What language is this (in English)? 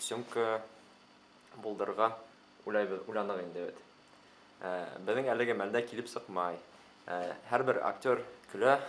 Bashkir